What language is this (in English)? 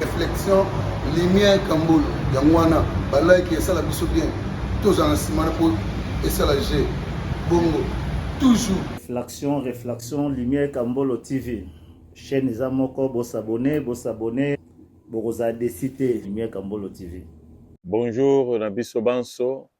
Lingala